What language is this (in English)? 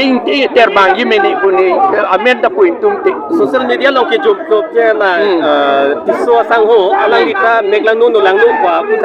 Karbi